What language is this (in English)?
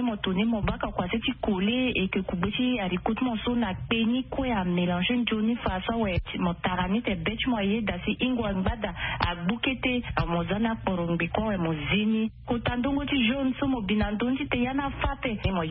Sango